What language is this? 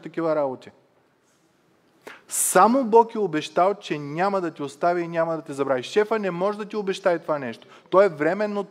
Bulgarian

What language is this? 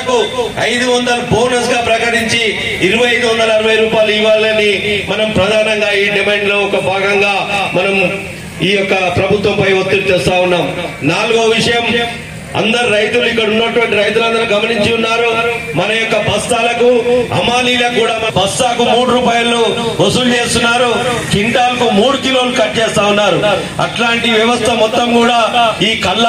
Telugu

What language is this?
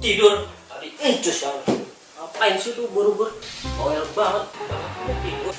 Betawi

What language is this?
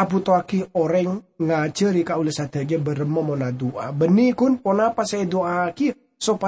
Madurese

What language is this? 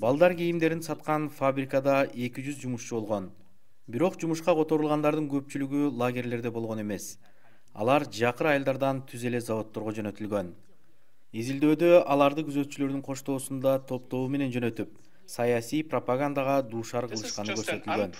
Kyrgyz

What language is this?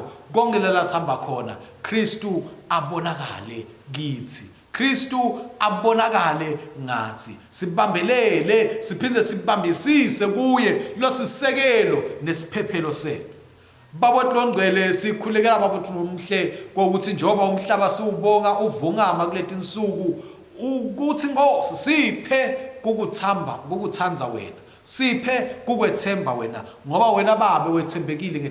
Swati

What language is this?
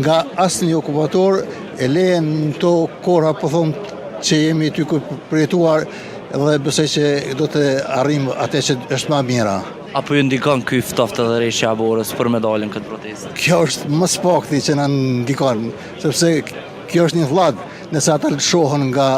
Albanian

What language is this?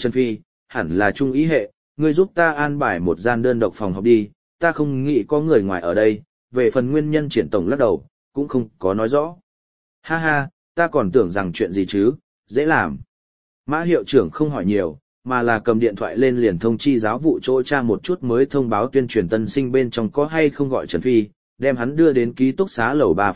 Vietnamese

